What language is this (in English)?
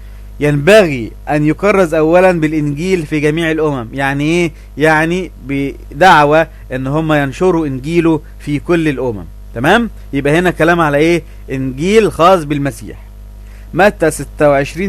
Egyptian Arabic